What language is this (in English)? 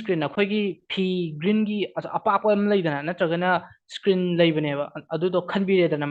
Manipuri